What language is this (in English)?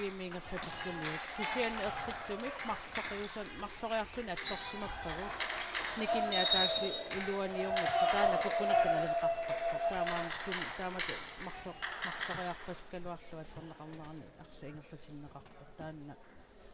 Kalaallisut